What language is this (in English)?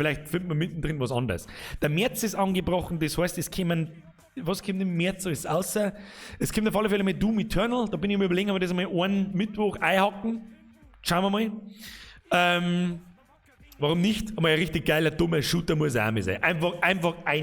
Bavarian